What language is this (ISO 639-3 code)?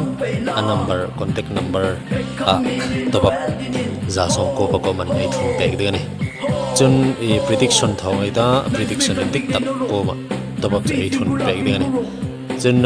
hmr